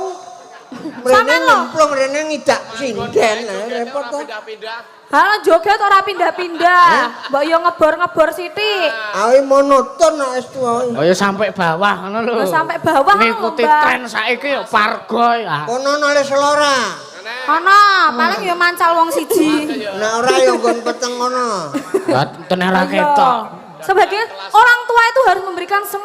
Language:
Javanese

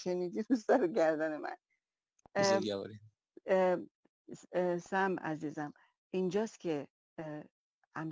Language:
Persian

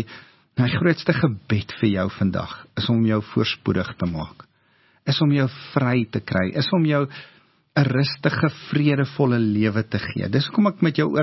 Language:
Afrikaans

